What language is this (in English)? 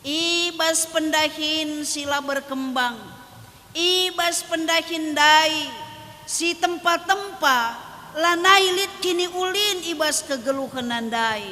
Batak Karo